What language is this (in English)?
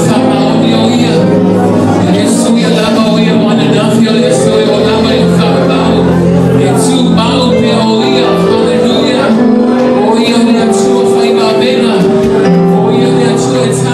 Samoan